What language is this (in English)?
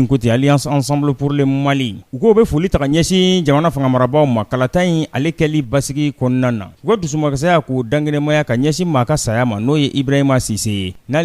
Bambara